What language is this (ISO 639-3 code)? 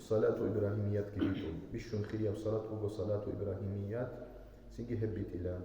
ava